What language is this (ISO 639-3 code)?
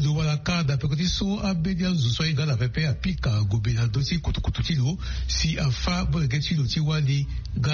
sag